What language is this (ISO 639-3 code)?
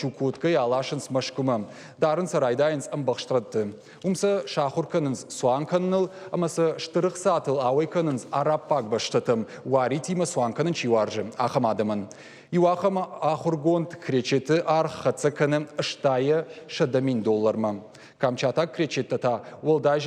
oss